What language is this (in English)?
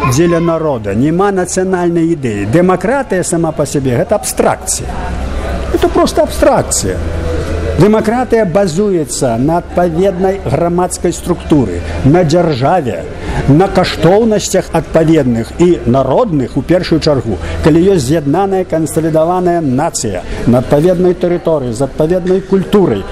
Belarusian